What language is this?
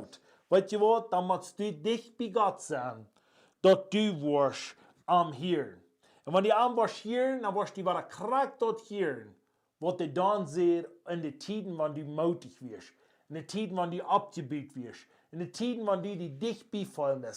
Plautdietsch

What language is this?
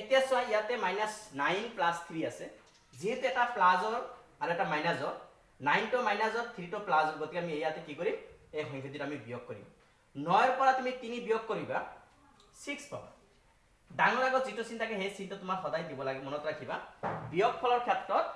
Assamese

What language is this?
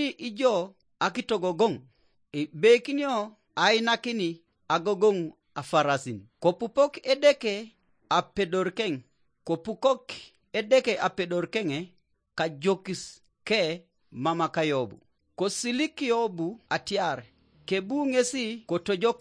Teso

